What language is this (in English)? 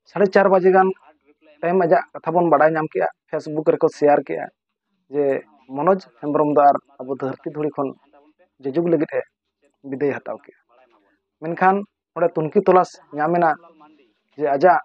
Santali